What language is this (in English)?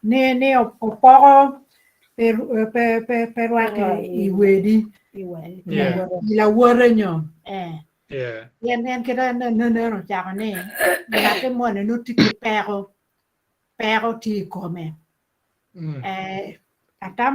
Acoli